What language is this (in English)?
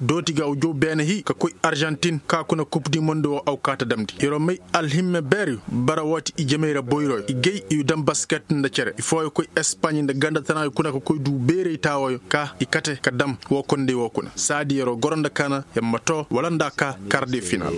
Koyraboro Senni